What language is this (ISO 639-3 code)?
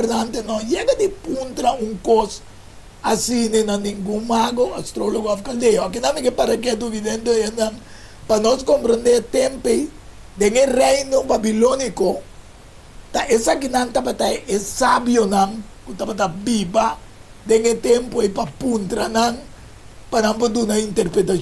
pap